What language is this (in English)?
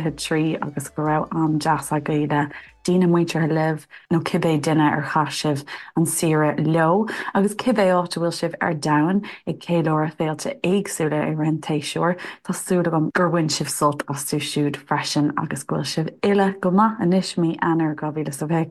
Irish